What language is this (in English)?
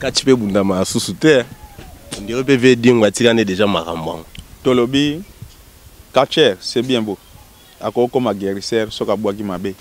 Lingala